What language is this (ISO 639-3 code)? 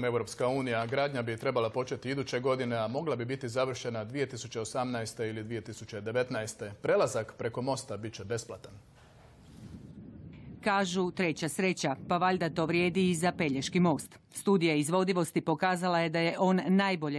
hrv